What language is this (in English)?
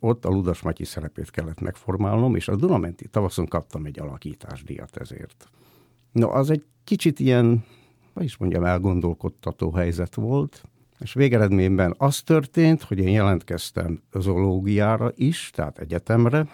Hungarian